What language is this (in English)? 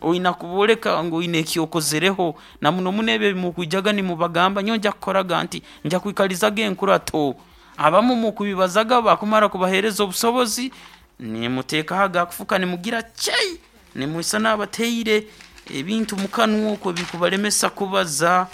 Nyankole